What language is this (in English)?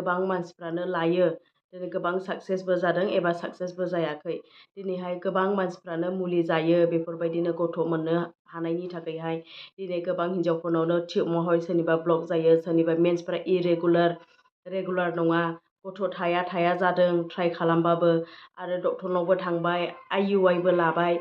Bodo